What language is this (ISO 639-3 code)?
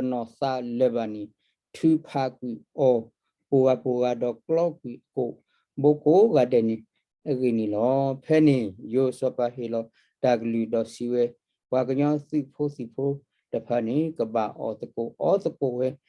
ksw